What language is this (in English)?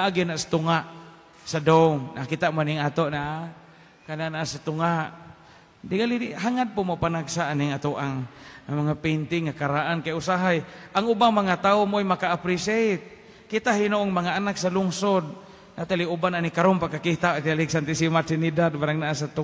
Cebuano